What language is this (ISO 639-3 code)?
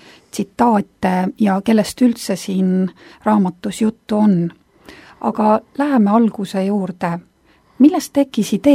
est